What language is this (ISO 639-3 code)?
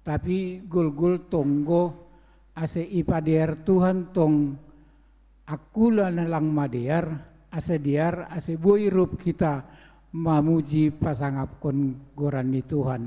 bts